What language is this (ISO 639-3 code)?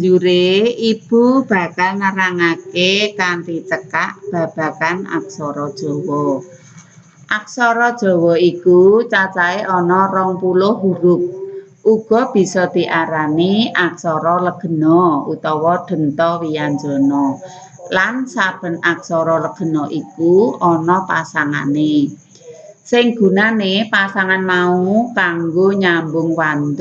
jav